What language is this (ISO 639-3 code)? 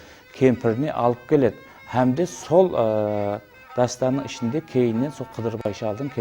kaa